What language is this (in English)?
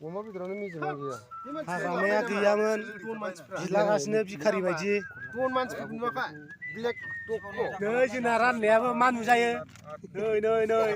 Bodo